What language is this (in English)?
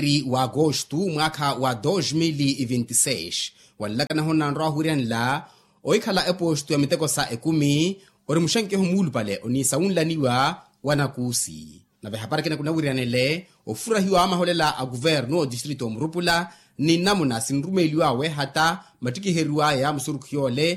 Makhuwa